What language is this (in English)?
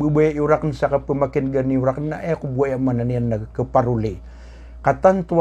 Maranao